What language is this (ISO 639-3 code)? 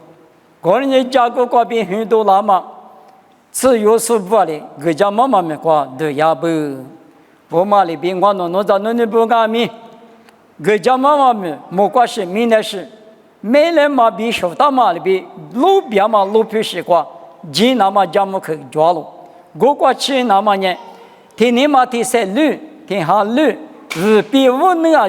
lis